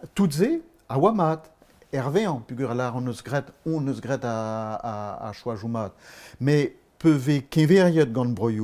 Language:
Breton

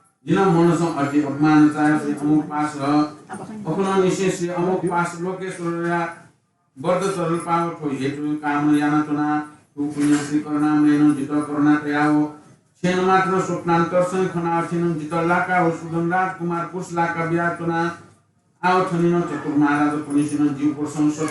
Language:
Newari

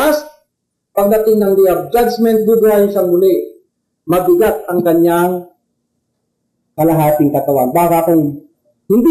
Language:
Filipino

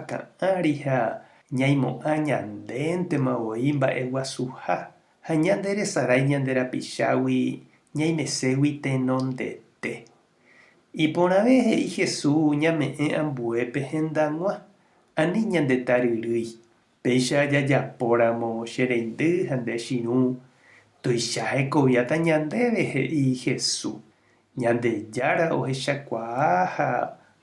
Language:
Guarani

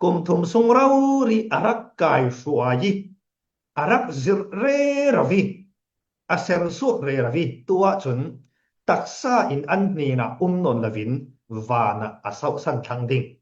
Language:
Falam Chin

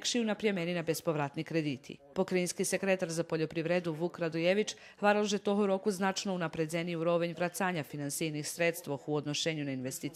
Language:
Rusyn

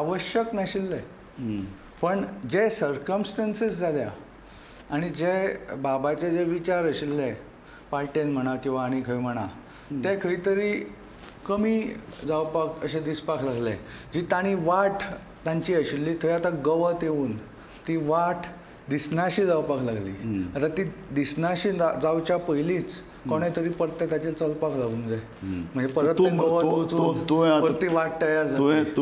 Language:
Konkani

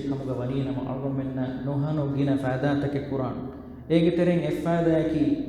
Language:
Divehi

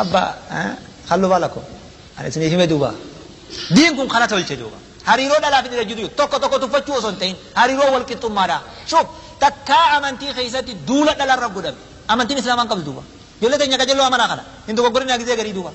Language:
Oromo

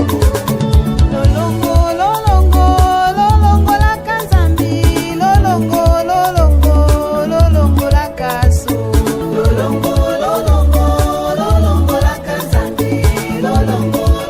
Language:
Tetela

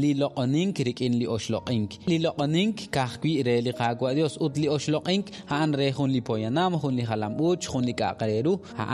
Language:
Kekchí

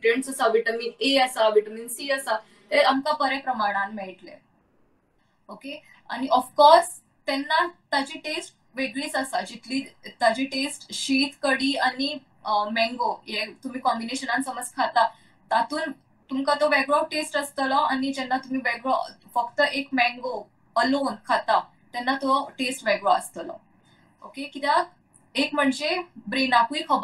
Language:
Konkani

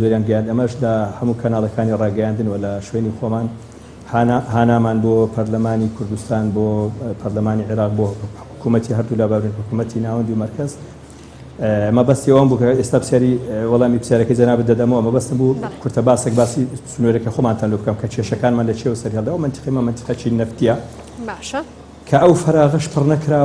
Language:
Central Kurdish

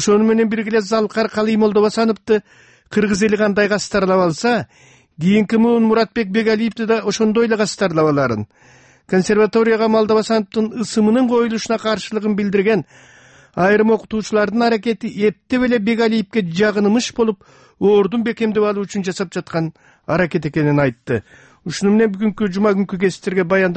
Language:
Kyrgyz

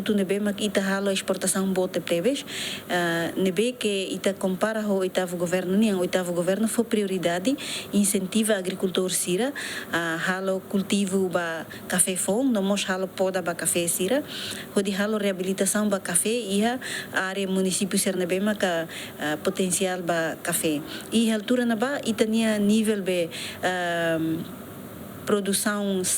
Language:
Tetum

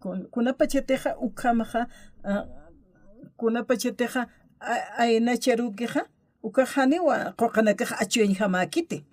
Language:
Aymara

